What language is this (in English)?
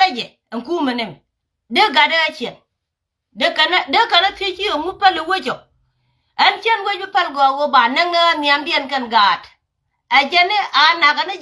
Nuer